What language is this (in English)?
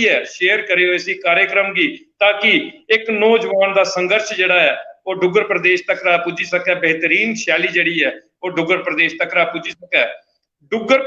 Dogri